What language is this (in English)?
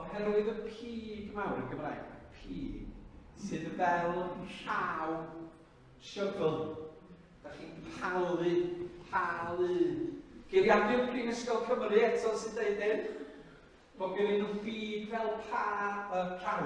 Welsh